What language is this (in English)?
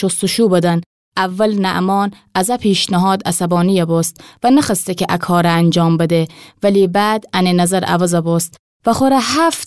Gilaki